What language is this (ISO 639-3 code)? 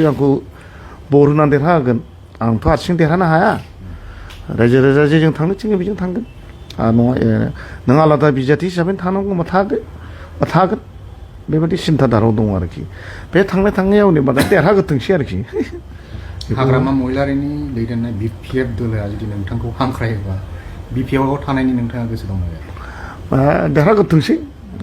brx